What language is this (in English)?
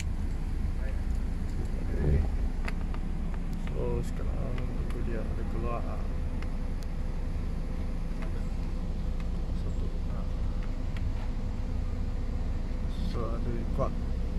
Malay